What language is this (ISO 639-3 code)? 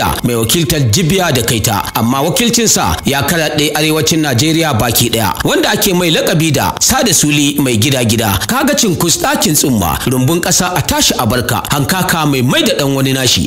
hau